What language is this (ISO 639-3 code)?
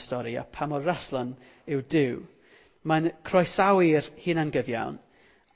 cym